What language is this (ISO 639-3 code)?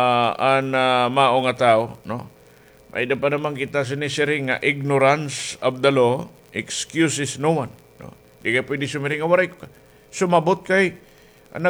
war